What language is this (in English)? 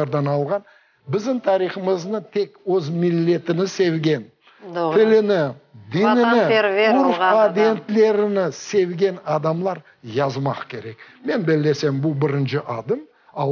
Crimean Tatar